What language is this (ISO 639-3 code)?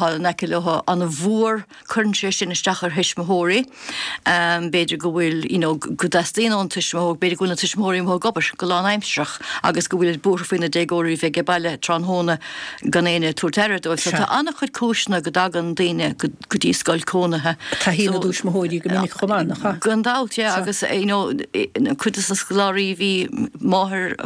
gle